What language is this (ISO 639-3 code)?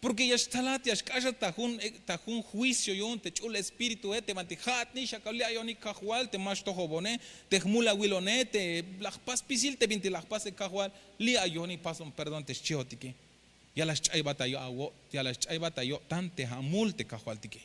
tzh